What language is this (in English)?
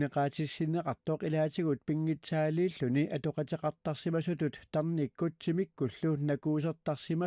Kalaallisut